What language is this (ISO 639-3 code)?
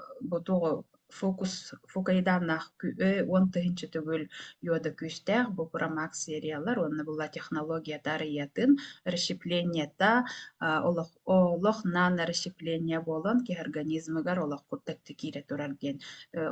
sah